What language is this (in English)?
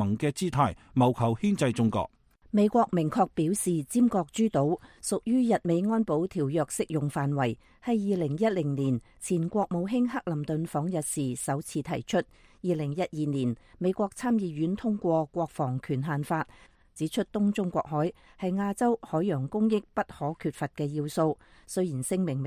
Cantonese